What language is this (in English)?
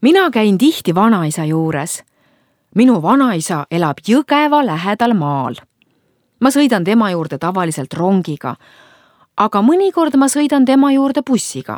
Estonian